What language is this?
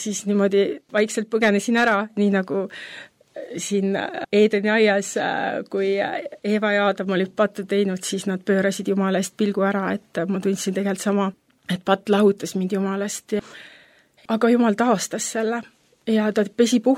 Estonian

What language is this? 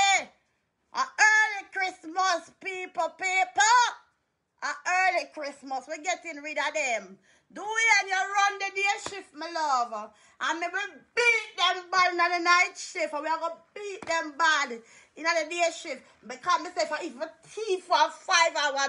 Jamaican Creole English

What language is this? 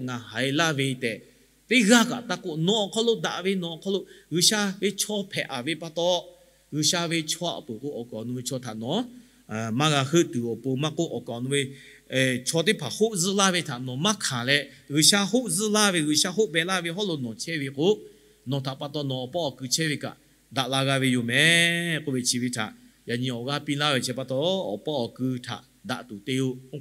Lahu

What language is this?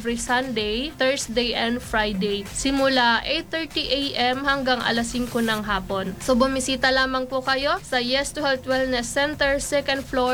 Filipino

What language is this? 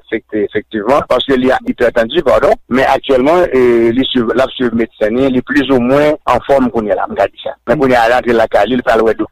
Haitian Creole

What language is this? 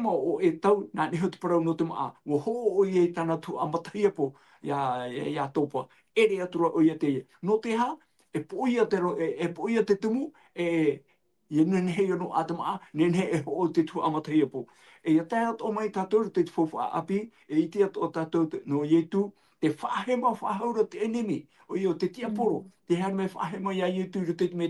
Tahitian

